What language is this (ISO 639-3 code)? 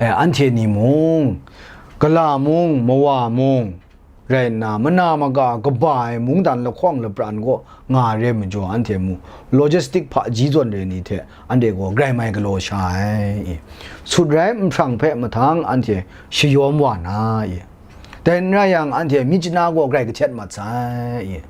kac